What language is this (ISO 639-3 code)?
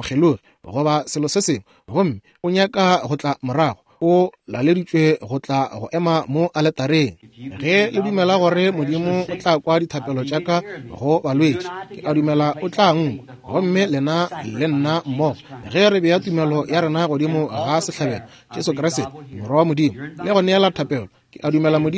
nso